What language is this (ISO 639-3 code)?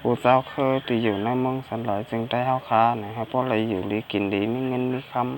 shn